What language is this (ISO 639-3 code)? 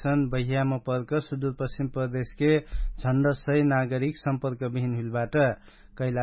thl